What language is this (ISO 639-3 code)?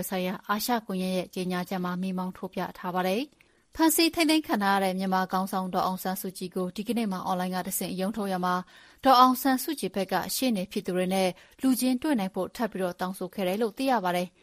mya